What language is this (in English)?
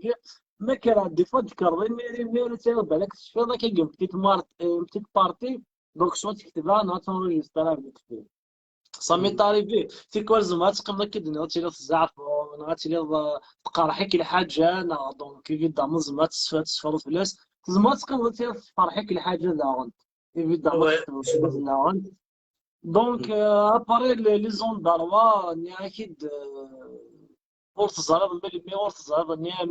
Kabyle